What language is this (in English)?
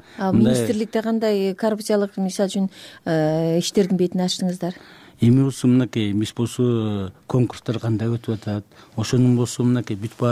Kyrgyz